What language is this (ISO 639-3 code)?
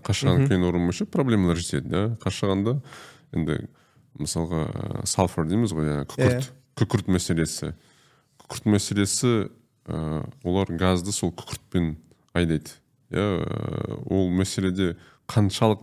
kaz